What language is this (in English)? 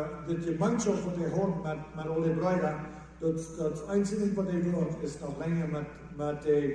Plautdietsch